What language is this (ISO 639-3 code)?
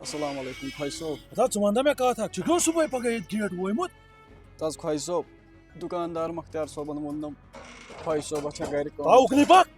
kas